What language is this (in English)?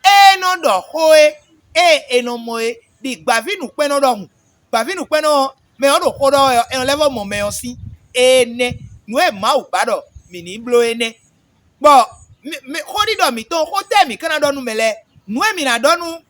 Fon